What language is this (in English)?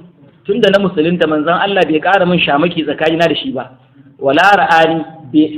Hausa